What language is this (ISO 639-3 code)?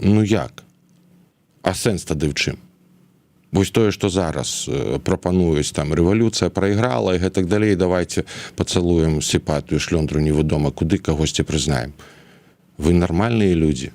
bel